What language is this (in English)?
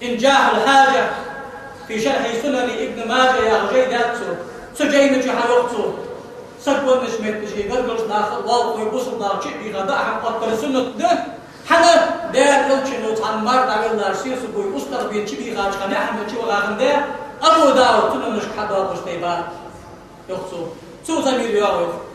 Ingush